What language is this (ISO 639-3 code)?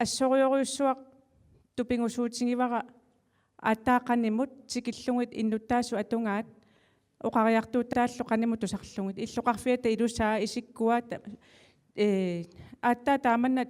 kal